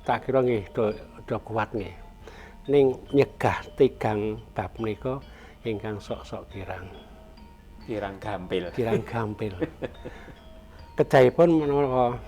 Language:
Javanese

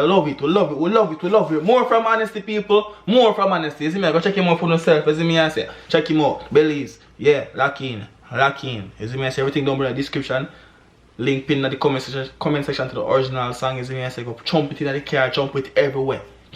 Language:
Jamaican Creole English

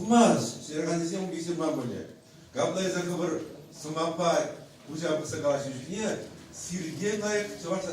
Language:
Chuvash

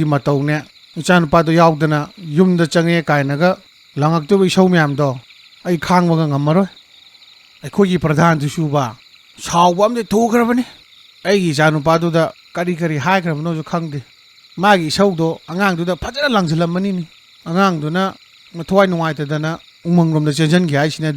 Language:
Manipuri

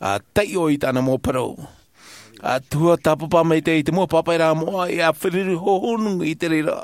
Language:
Tahitian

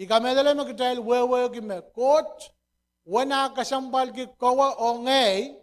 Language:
Pohnpeian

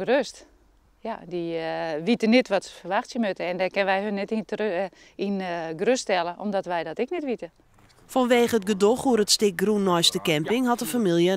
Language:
Western Frisian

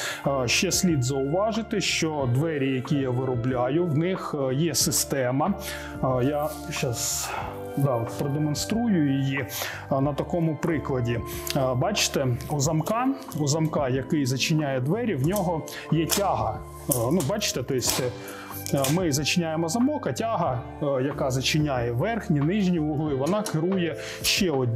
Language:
Ukrainian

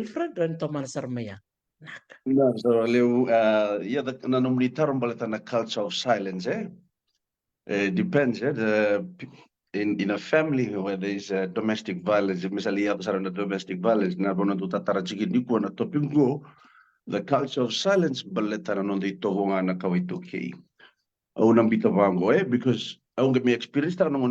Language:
Fijian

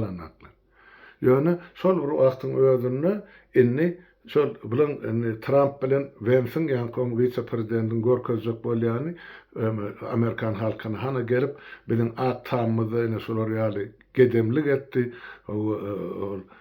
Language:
Turkmen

